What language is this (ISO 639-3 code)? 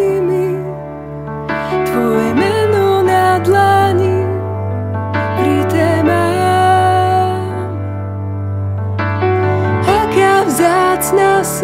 slk